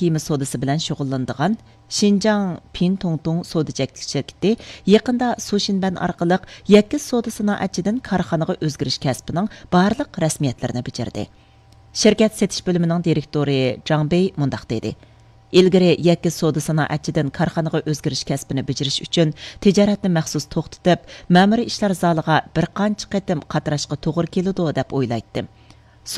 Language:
Uyghur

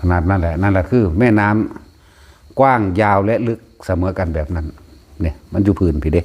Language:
Northeastern Thai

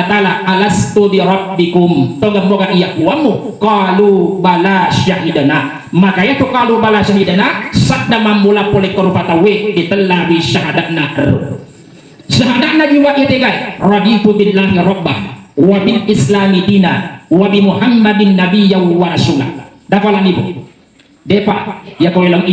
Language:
Buginese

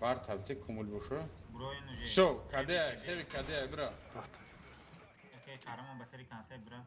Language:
Tajik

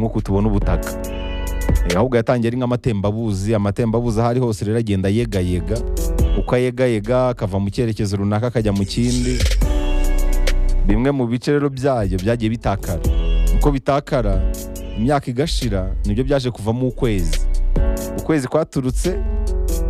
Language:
Kinyarwanda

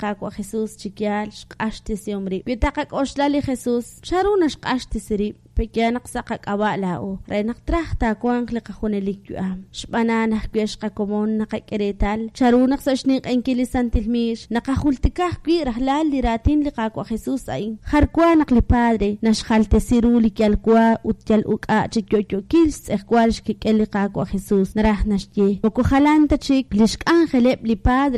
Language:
Kekchí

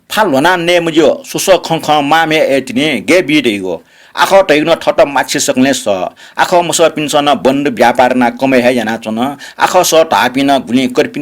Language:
Newari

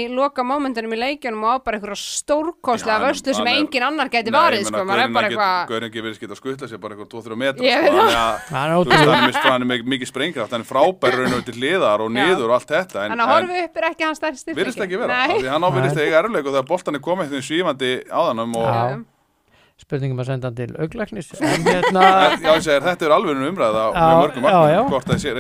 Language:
Icelandic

